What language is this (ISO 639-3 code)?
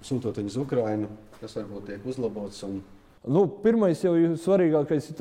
lav